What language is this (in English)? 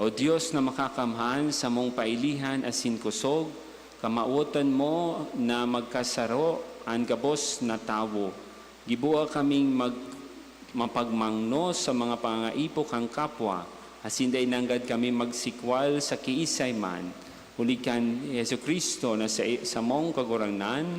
Bikol